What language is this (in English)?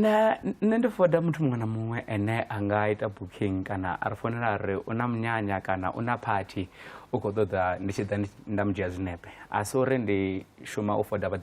Venda